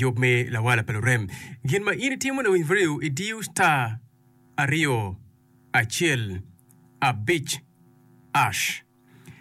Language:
Acoli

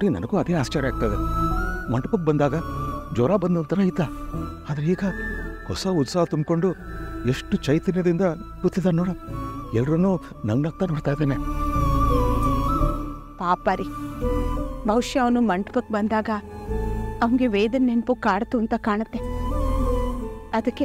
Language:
Kannada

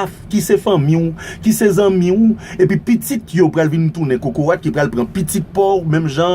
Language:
Haitian Creole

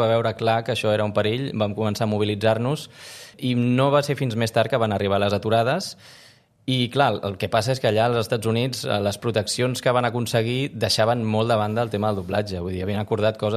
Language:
Catalan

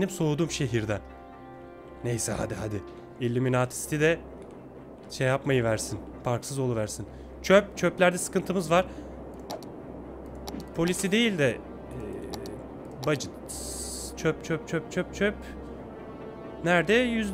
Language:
Turkish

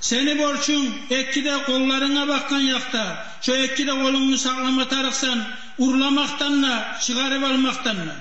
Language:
Kumyk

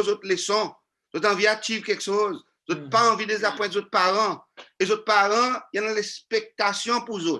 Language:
Seselwa Creole French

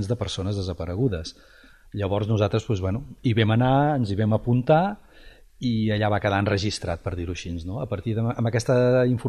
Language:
Catalan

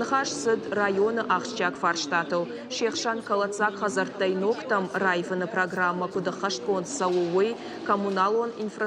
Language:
Ossetic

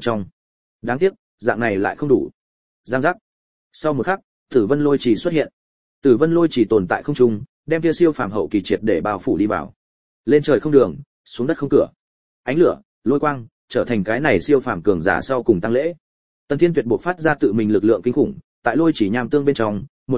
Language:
Vietnamese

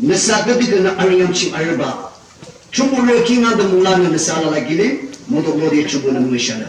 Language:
Yimchungru Naga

